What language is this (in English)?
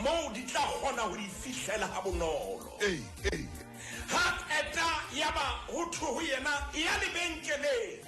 Southern Sotho